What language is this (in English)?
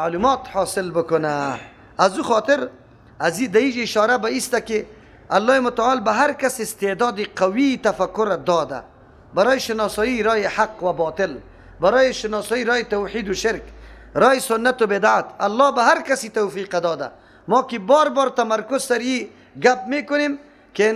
Persian